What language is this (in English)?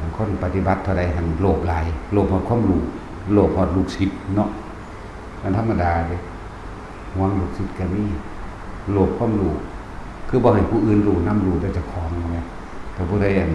Northeastern Thai